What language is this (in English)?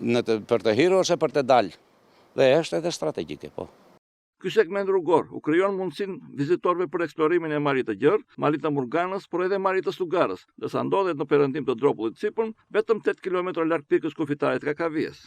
Albanian